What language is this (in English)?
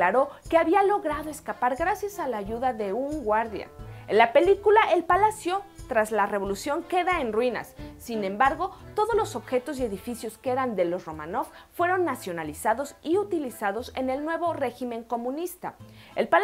Spanish